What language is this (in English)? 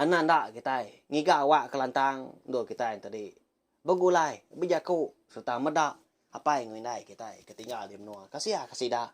Iban